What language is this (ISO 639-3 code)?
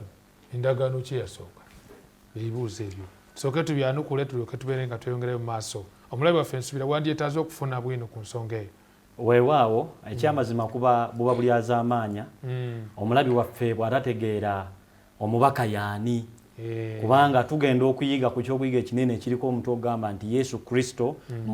lug